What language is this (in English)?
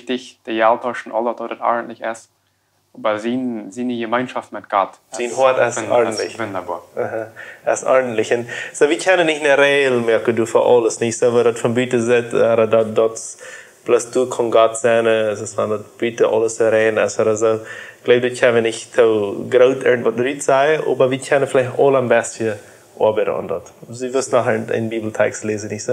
Plautdietsch